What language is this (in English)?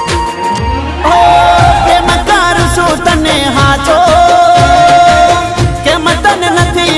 Gujarati